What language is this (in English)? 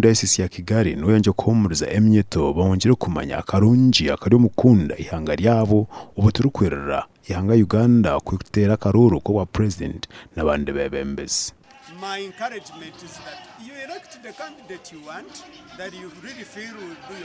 Nyankole